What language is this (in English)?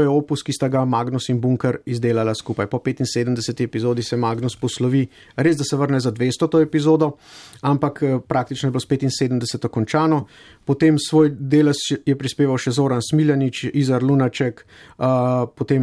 Slovenian